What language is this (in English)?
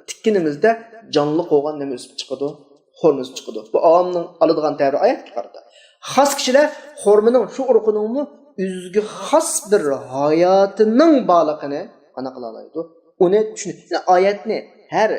Uyghur